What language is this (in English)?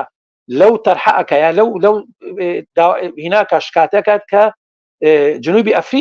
Central Kurdish